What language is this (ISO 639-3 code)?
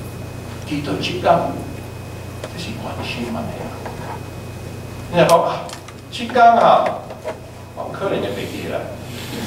nan